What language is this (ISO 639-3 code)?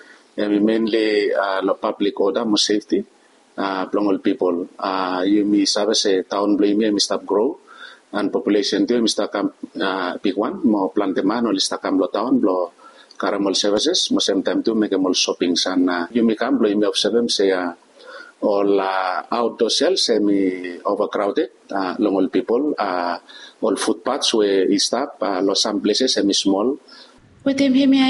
bis